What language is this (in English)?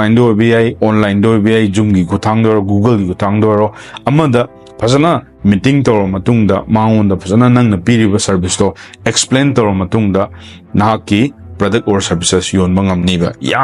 Manipuri